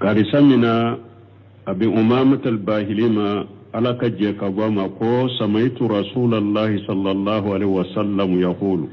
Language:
Bambara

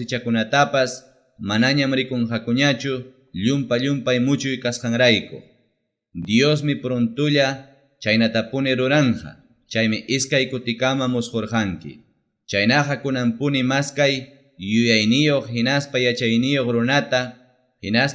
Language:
Ayacucho Quechua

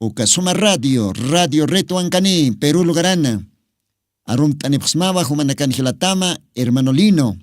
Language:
Aymara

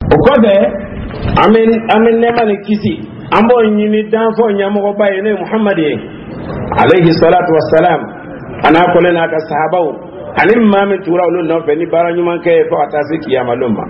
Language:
Dyula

